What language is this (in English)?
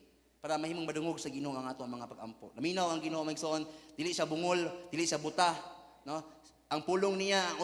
Cebuano